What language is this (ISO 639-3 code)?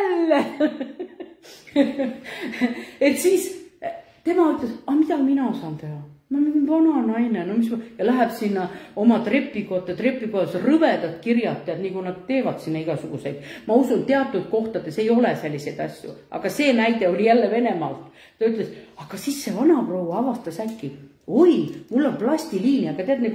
est